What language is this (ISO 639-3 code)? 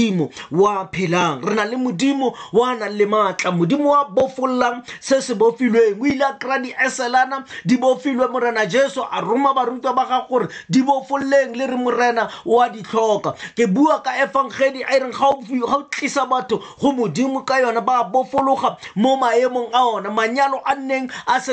tsn